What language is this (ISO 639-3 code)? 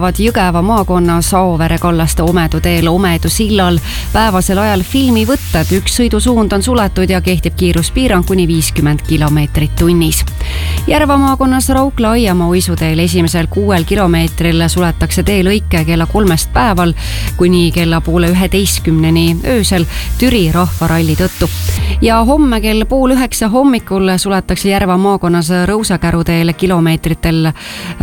est